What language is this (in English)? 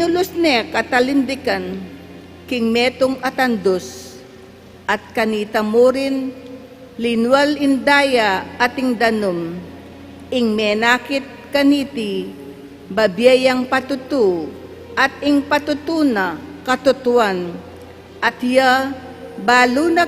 Pampanga